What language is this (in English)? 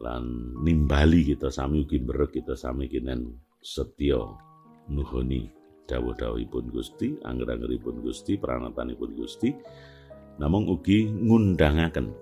Javanese